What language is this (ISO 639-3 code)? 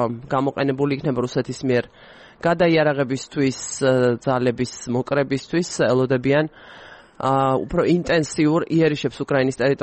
kat